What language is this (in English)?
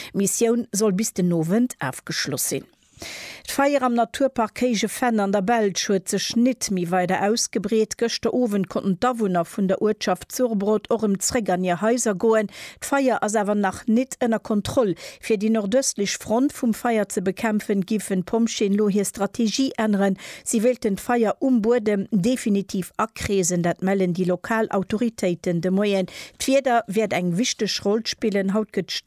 Luxembourgish